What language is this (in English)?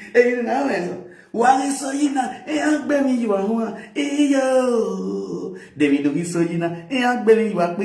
Nigerian Pidgin